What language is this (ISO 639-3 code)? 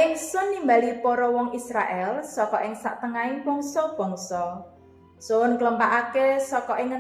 jav